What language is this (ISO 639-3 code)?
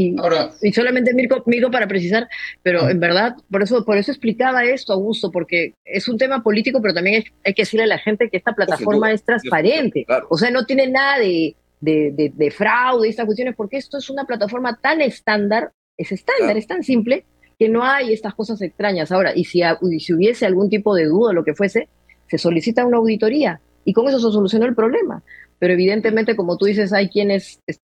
spa